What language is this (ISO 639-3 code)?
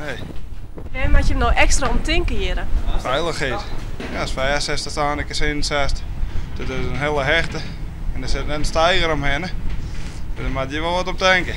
fry